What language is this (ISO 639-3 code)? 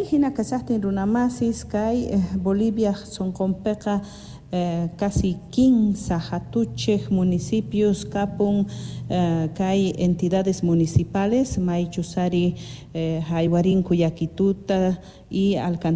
quh